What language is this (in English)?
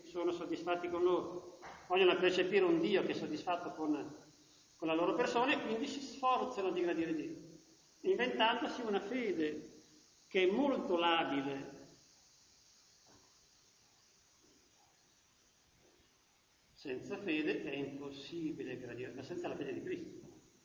Italian